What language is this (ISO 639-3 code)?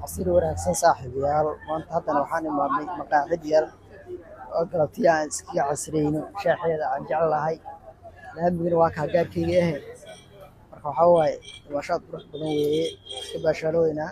som